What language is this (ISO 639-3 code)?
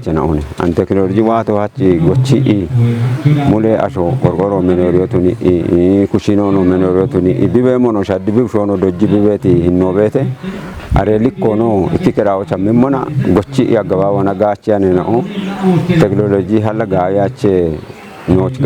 kbr